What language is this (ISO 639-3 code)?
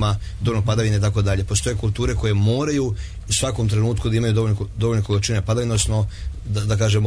srp